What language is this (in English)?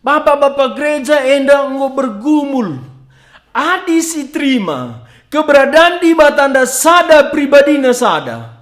Batak Karo